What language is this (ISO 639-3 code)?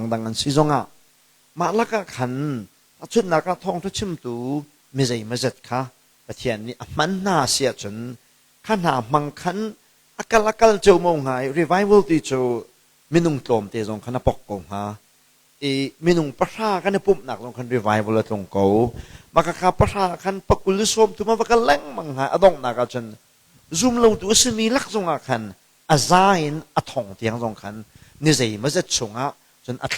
cnh